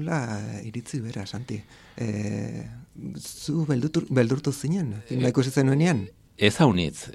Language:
Basque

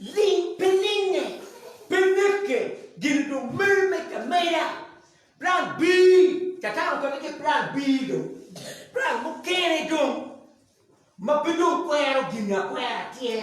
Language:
Acoli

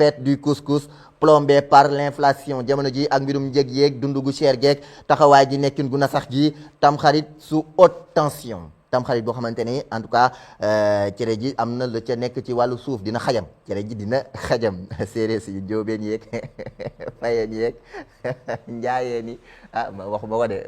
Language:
Wolof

